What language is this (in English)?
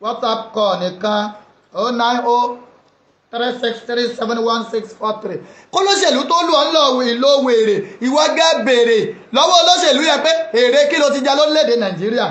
Yoruba